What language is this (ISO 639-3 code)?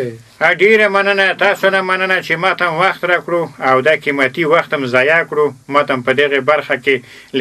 pus